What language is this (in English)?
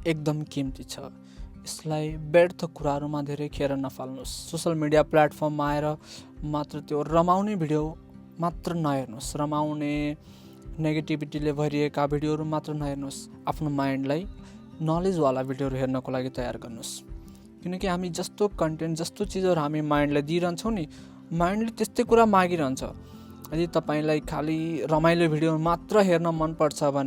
Nepali